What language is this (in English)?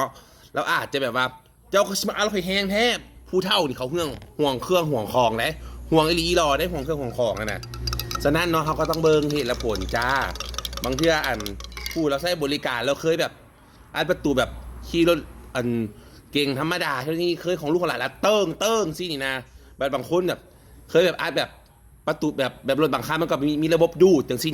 Lao